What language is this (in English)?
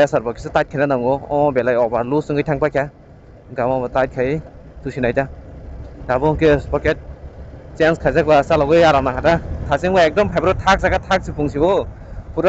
Kok Borok